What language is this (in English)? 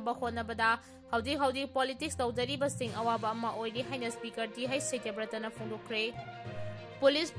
Manipuri